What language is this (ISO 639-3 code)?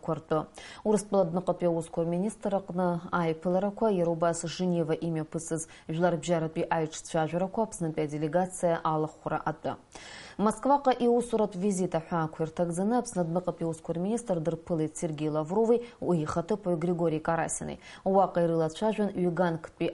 abk